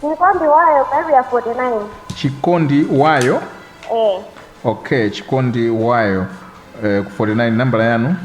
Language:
Nyanja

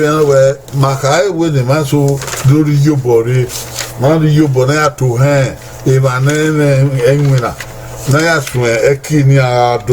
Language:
Bini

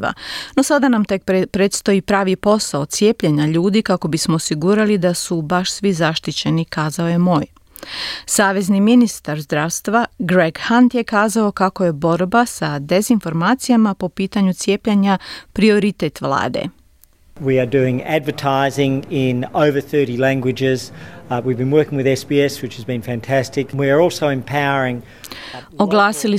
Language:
Croatian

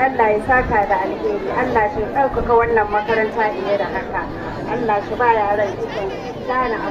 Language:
Hausa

